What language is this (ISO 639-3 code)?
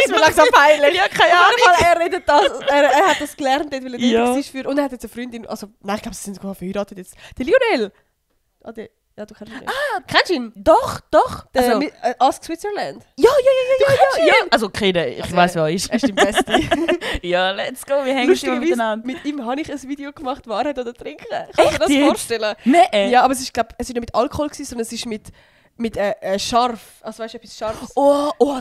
gsw